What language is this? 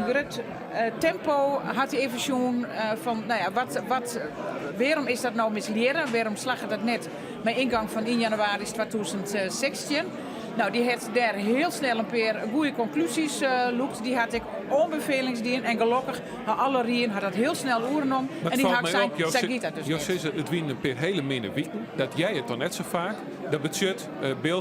Western Frisian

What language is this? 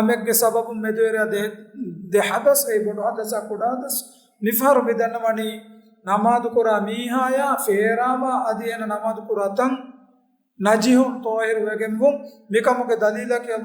Divehi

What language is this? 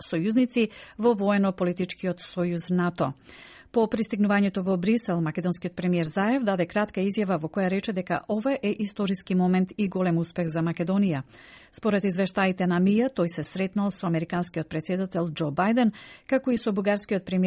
Macedonian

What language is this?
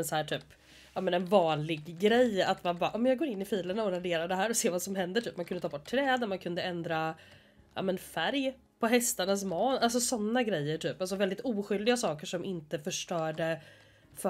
Swedish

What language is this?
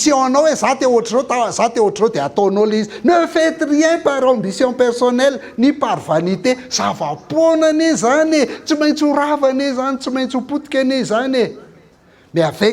Malagasy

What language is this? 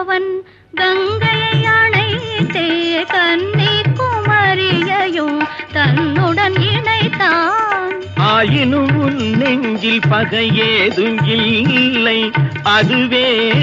Tamil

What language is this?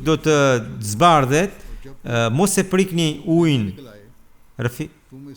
Albanian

